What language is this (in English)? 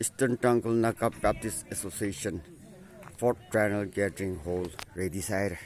Tangkhul Naga (India)